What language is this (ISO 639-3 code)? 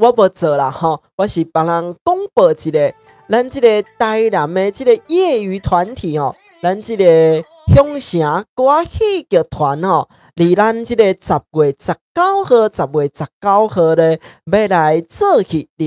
nan